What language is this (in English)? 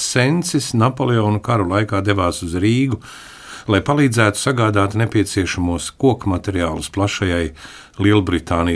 Latvian